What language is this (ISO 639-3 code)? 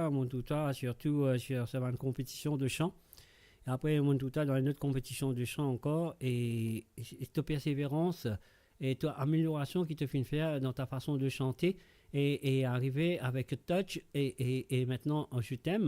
mfe